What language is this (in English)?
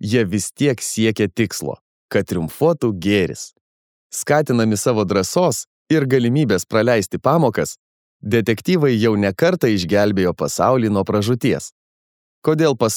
Lithuanian